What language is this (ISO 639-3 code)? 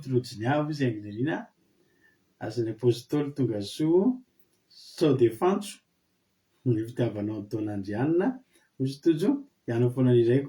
mlg